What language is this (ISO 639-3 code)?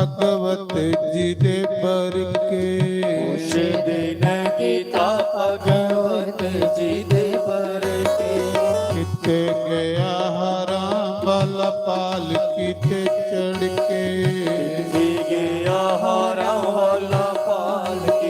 doi